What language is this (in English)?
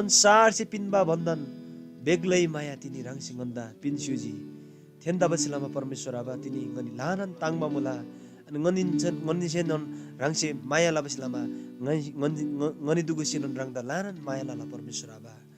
Eastern Tamang